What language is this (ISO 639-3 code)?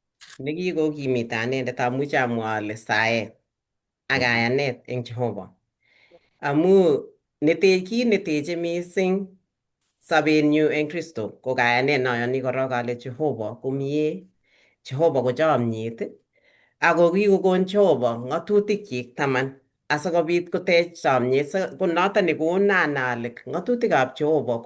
kln